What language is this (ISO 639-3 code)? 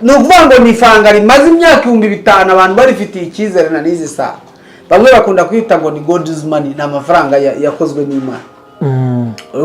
kin